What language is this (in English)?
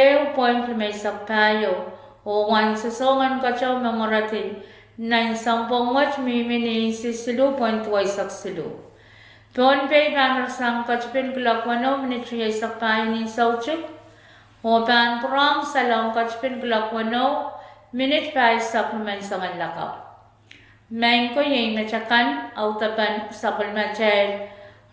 Pohnpeian